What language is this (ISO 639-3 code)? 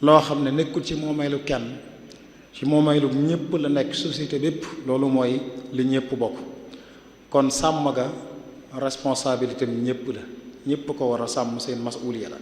wol